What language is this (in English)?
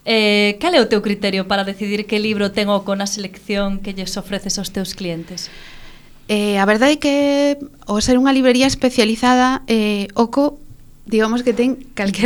Galician